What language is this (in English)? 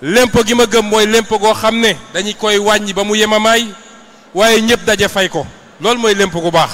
Wolof